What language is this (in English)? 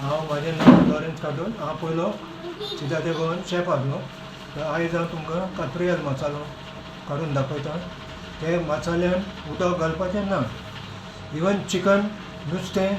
Konkani